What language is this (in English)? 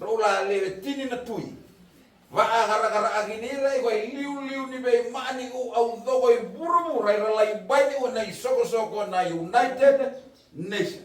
Fijian